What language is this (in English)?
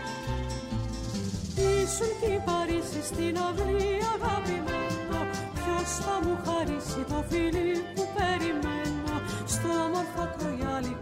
Greek